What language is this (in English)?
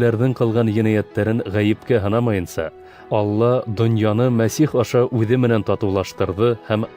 Bashkir